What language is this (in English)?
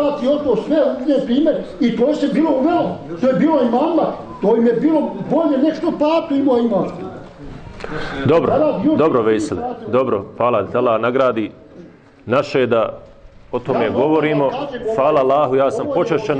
Bosnian